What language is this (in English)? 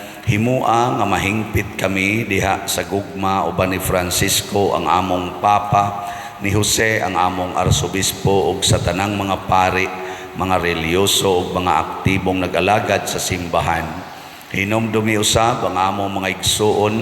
Cebuano